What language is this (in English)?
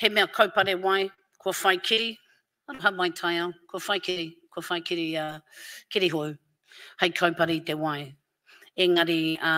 Māori